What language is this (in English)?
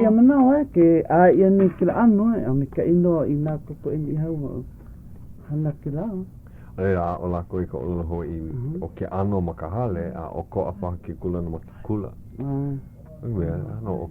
Hawaiian